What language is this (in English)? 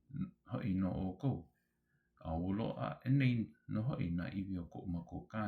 Hawaiian